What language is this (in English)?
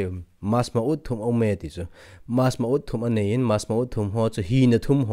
Thado Chin